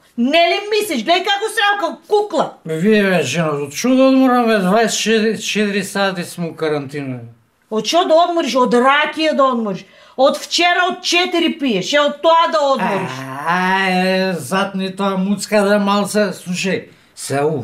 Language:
Macedonian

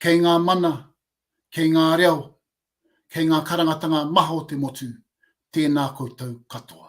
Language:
Māori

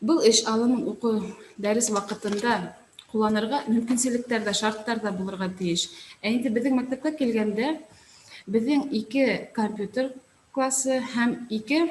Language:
Bashkir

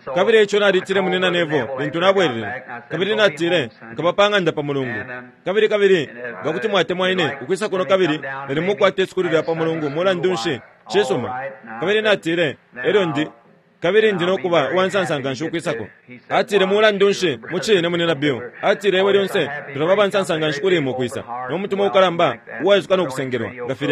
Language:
Bemba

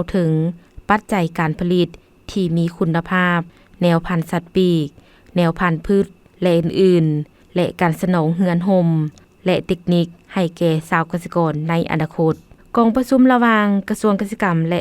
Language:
Lao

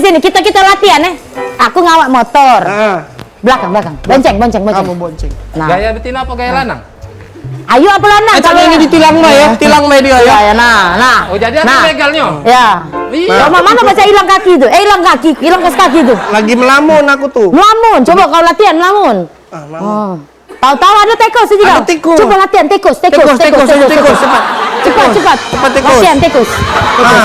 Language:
Musi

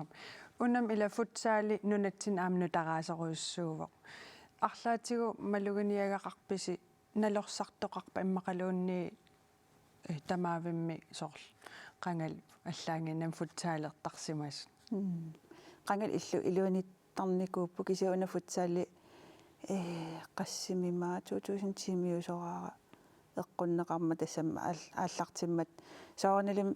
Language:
Kalaallisut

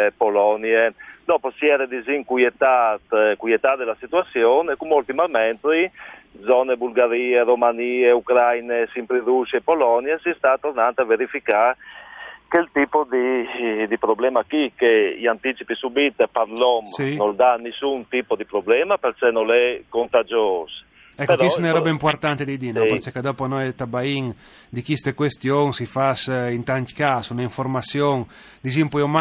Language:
Friulian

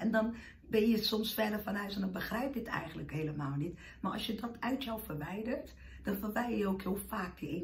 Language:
Dutch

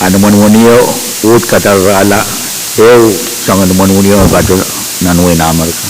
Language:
Pohnpeian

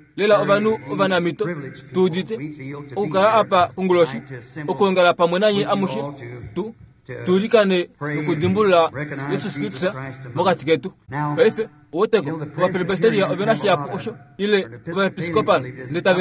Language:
Kuanyama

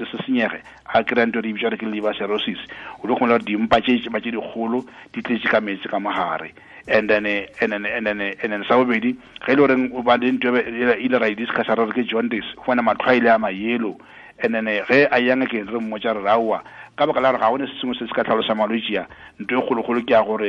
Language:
Northern Sotho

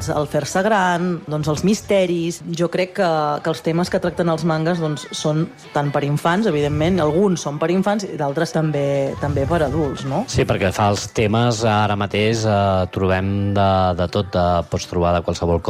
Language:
Catalan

